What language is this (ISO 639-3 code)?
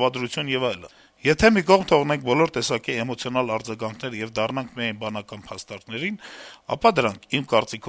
hye